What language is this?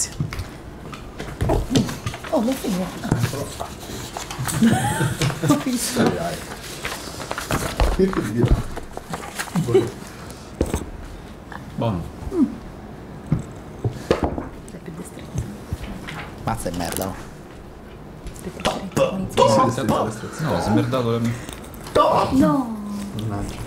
Italian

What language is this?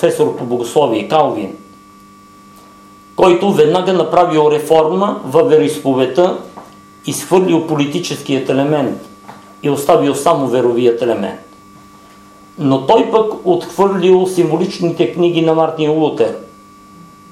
Bulgarian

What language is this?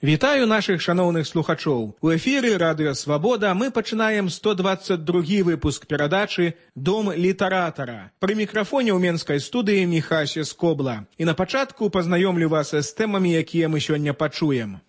Belarusian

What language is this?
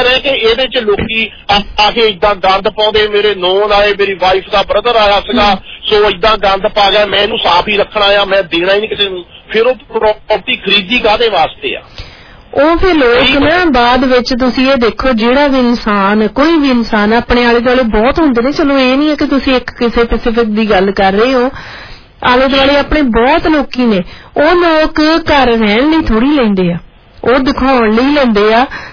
Punjabi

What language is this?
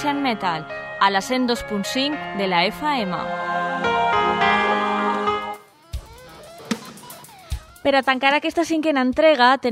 Catalan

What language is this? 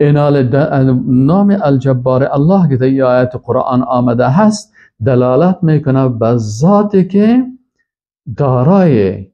Persian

